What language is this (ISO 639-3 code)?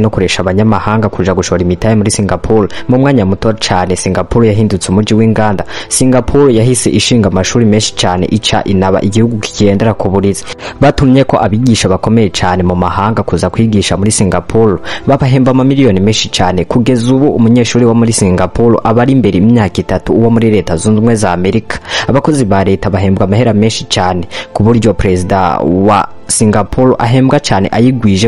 run